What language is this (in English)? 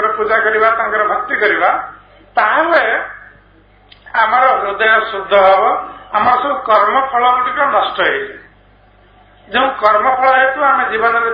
Odia